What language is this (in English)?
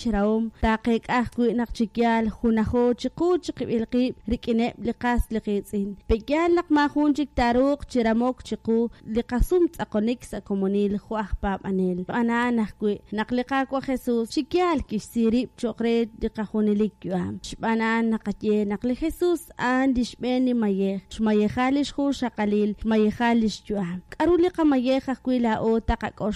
Kekchí